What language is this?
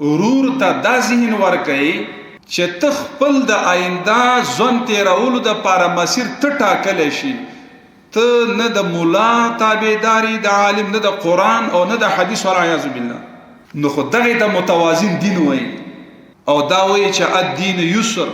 Pashto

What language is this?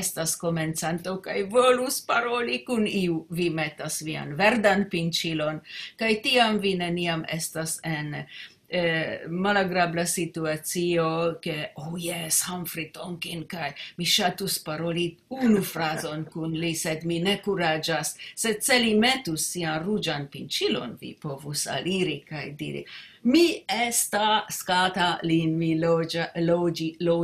Esperanto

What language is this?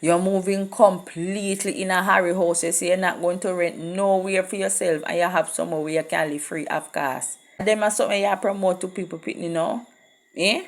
Jamaican Creole English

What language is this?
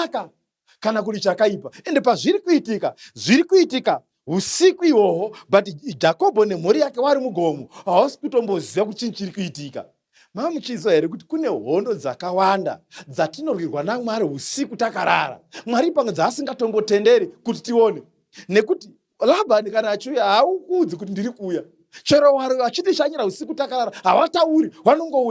Shona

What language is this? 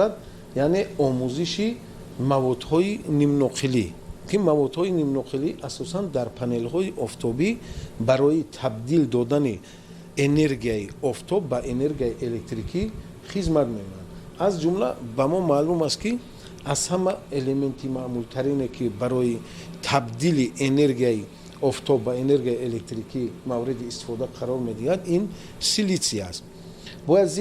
Tajik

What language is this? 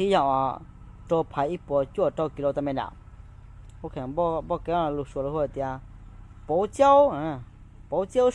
Hmong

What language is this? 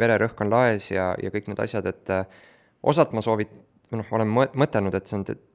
Estonian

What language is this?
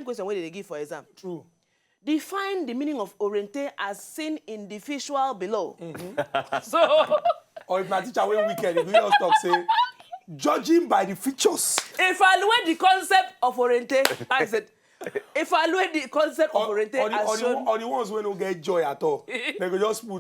Nigerian Pidgin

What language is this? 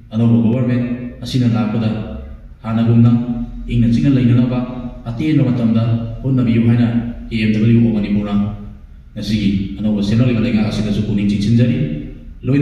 Manipuri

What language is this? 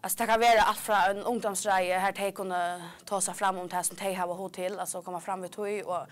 Faroese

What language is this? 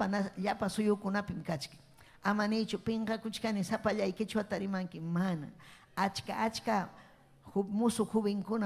Ayacucho Quechua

